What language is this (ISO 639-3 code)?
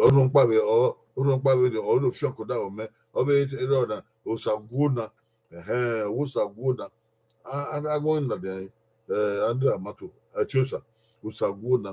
bin